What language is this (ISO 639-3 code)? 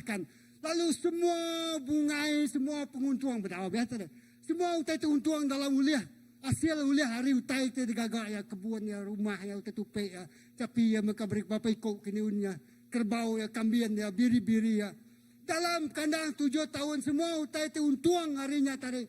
iba